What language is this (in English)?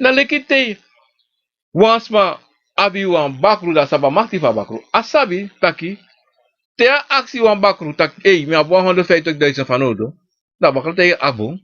Sranan Tongo